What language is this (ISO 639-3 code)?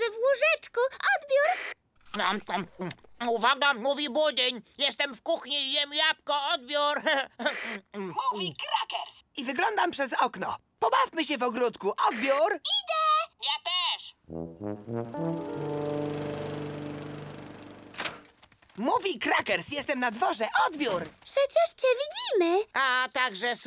pol